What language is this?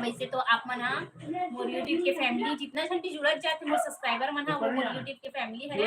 Chhattisgarhi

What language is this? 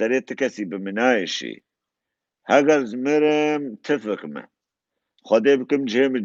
Kurdish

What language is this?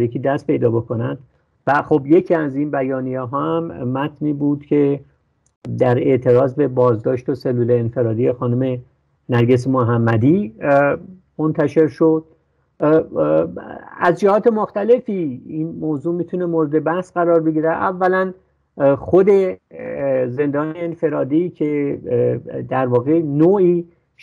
Persian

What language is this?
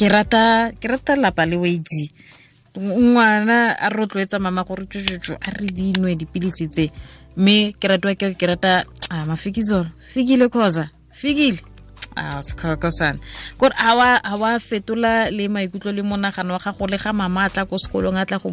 Tswana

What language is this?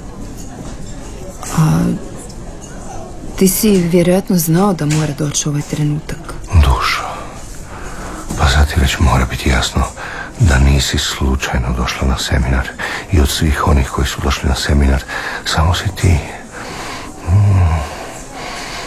Croatian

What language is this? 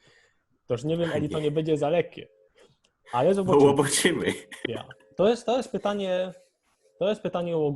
Silesian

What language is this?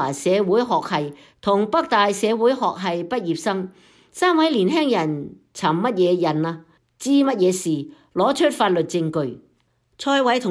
Cantonese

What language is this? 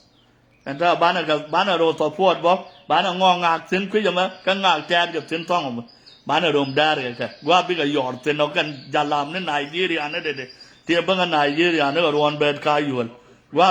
Nuer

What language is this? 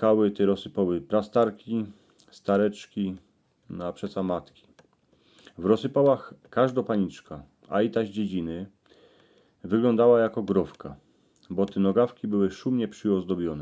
Silesian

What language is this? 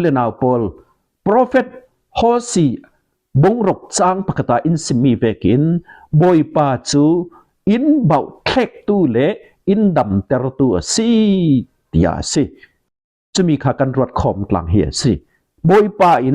Falam Chin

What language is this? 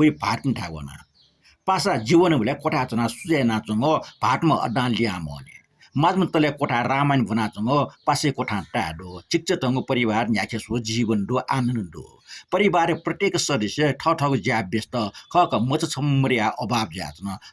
Newari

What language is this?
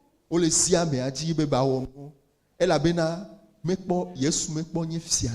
Ewe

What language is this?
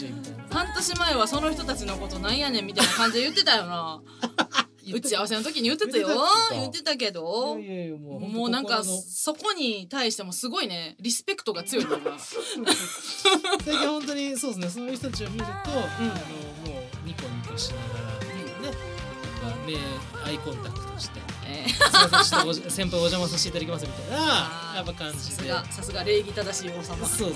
Japanese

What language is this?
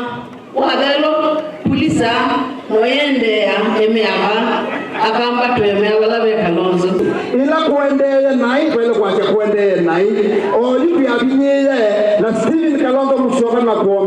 Kamba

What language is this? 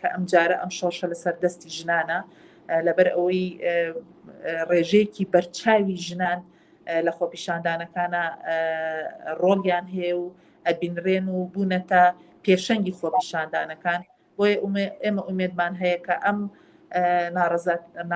Central Kurdish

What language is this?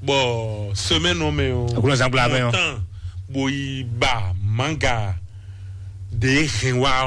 Fon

